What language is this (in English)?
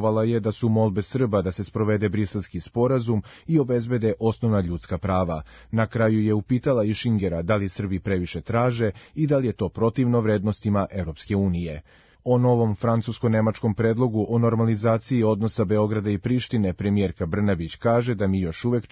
Serbian